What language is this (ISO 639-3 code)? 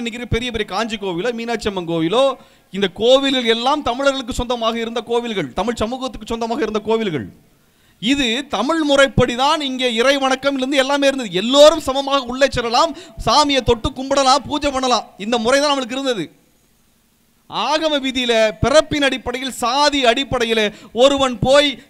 tam